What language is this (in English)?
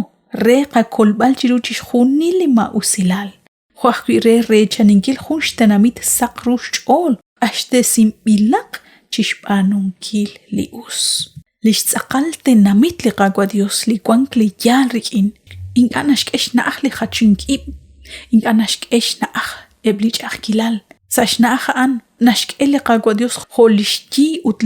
Kekchí